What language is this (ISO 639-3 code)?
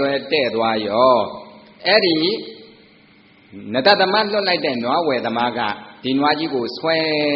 mya